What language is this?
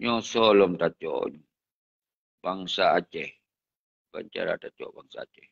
Achinese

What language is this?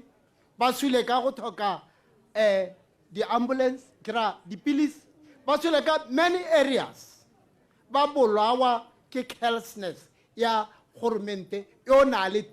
Tswana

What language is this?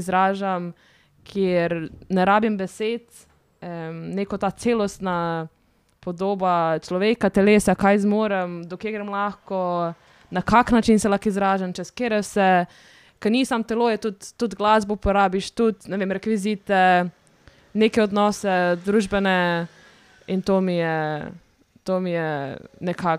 Slovenian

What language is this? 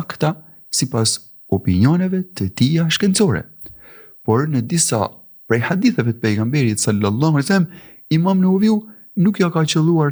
Albanian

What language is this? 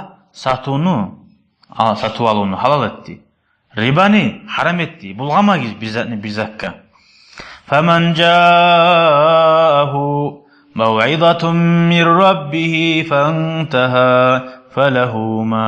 Kumyk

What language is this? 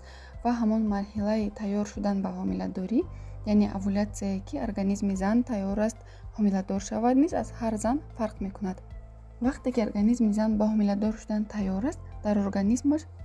Tajik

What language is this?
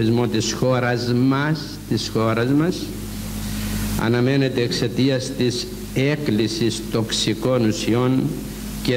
Greek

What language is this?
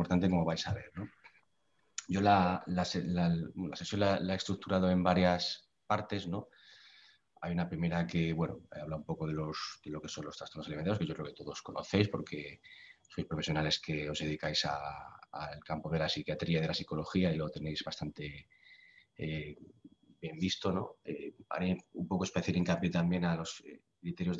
Spanish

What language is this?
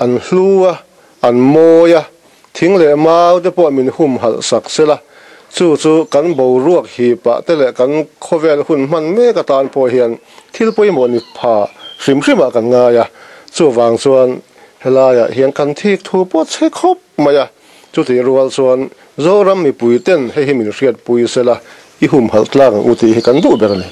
Mizo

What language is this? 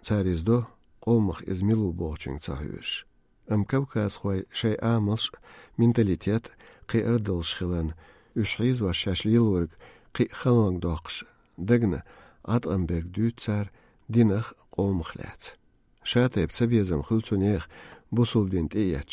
Chechen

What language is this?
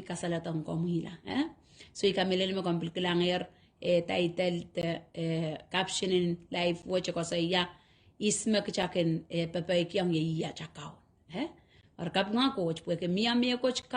Pohnpeian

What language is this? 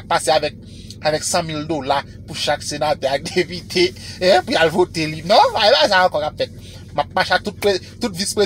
Haitian Creole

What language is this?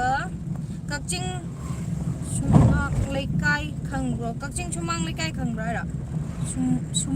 Manipuri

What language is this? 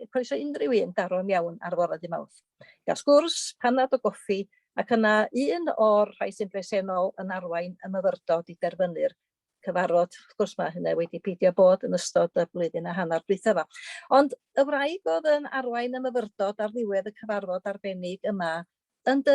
Welsh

